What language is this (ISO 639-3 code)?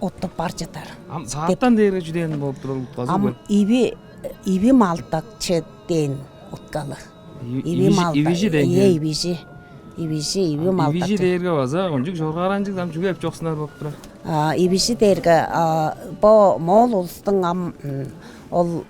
tyv